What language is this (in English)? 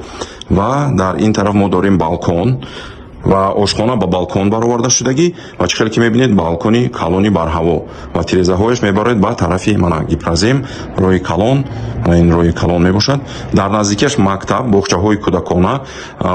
Tajik